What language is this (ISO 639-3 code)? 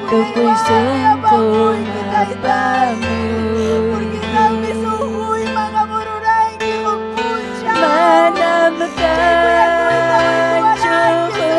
quy